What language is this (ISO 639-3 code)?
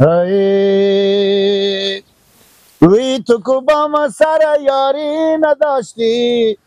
fas